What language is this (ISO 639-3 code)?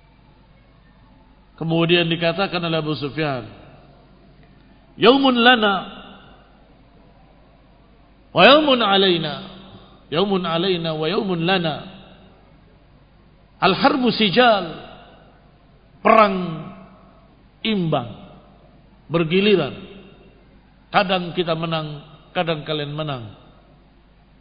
ind